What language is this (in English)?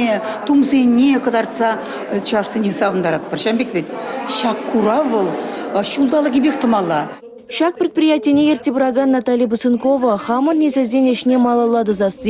Chuvash